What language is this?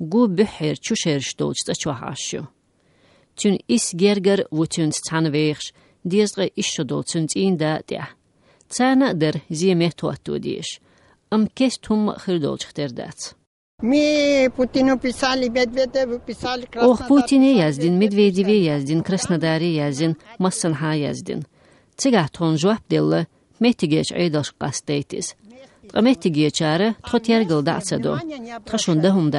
Chechen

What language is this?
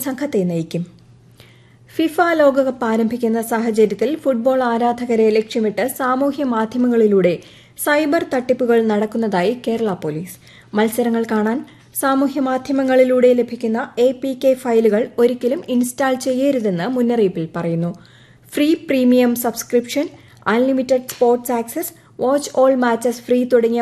Malayalam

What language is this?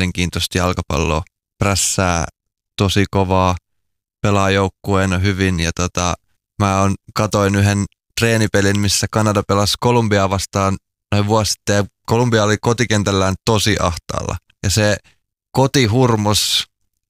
Finnish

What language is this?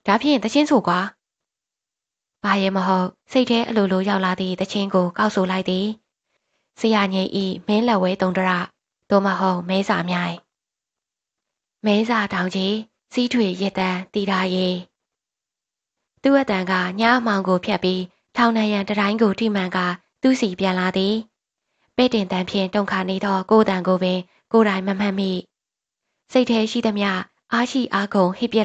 Burmese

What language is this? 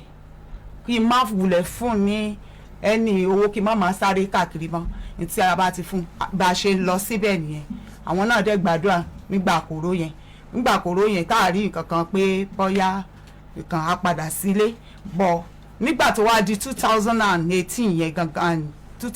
Yoruba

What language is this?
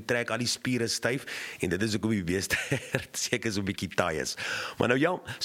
Afrikaans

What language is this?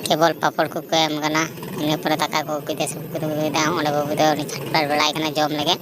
Santali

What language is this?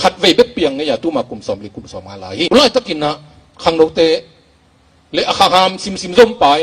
Tedim Chin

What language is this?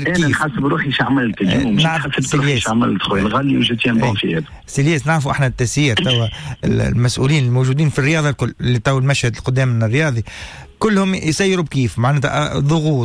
Tunisian Arabic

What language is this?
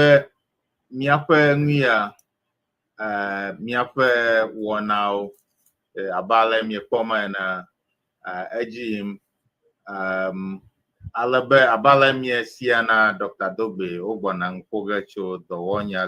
Ewe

